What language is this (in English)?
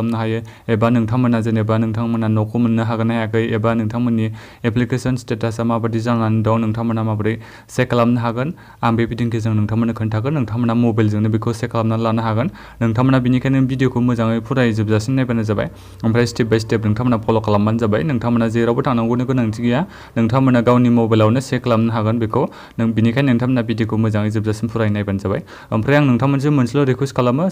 Bodo